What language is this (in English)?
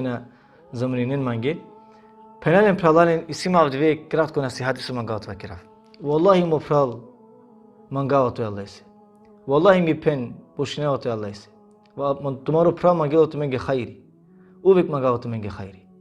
Balkan Romani